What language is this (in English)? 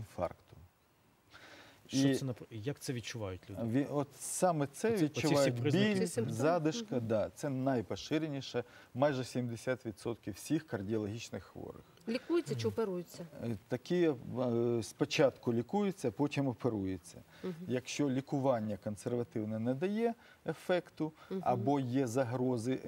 Ukrainian